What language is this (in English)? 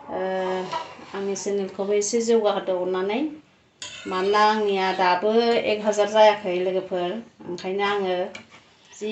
Bodo